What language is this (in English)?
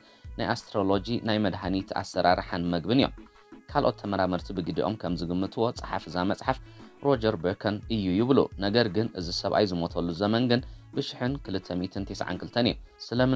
Tigrinya